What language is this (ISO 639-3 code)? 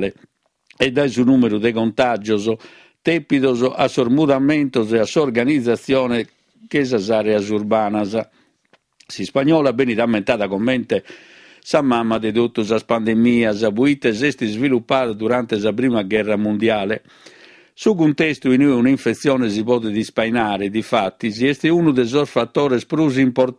srd